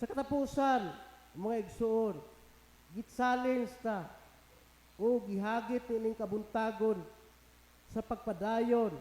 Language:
Cebuano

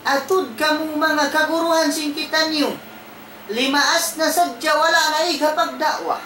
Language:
Tausug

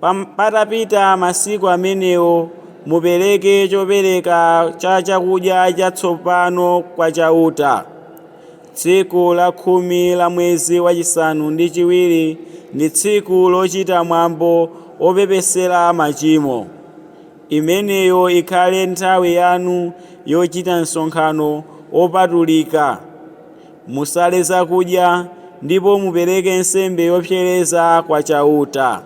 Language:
Nyanja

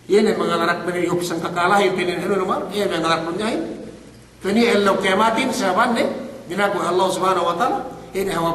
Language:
Yakan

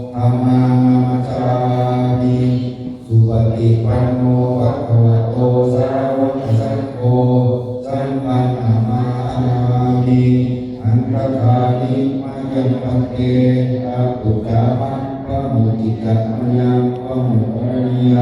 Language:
Pali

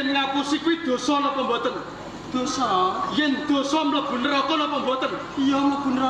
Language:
Javanese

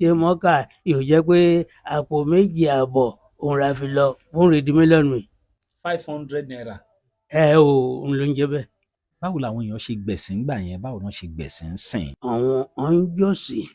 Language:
Yoruba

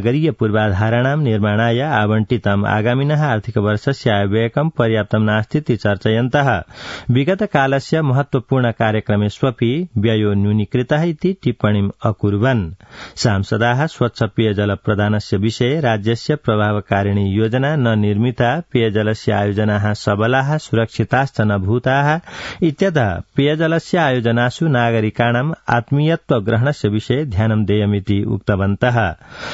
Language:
Sanskrit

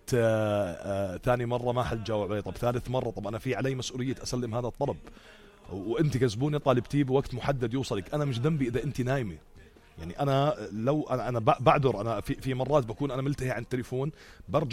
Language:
North Levantine Arabic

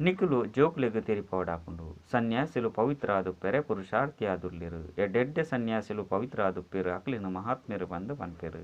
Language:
Tulu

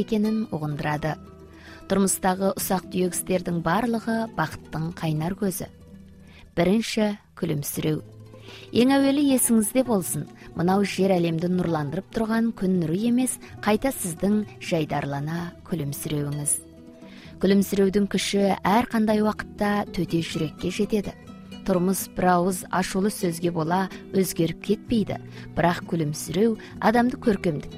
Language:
Kazakh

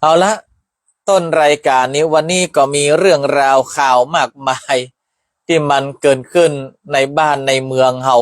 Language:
Northern Thai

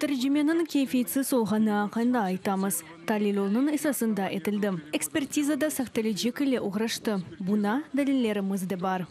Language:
Crimean Tatar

